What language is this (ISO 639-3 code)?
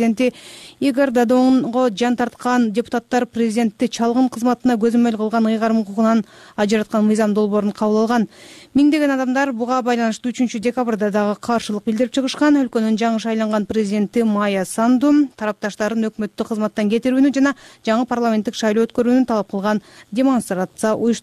kir